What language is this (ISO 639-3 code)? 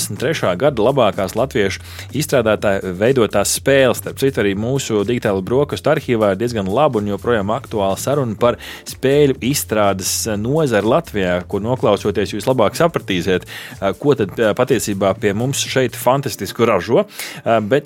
lav